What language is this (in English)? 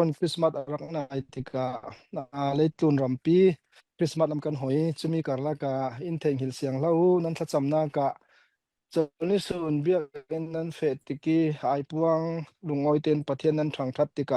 Falam Chin